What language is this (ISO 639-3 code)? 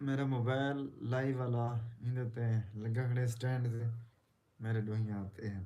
skr